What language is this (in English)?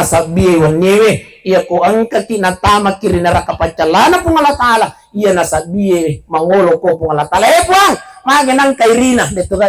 Buginese